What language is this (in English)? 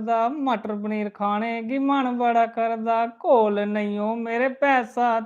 Dogri